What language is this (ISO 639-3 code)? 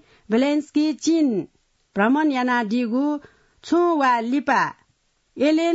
new